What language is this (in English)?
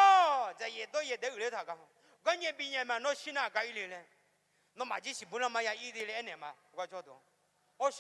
Akha